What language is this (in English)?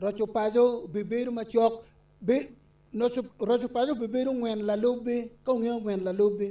Acoli